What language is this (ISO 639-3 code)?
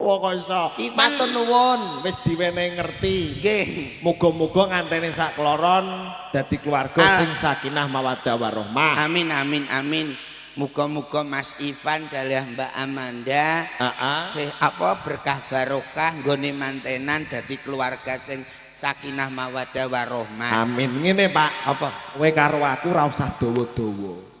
jav